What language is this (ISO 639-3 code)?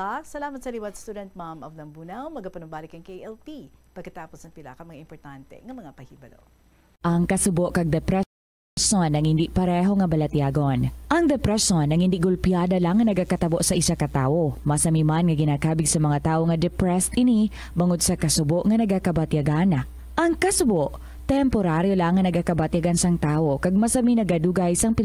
hil